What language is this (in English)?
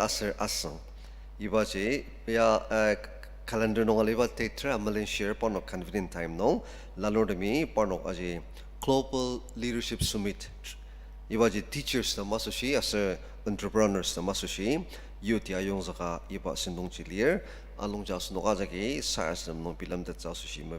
Ao Naga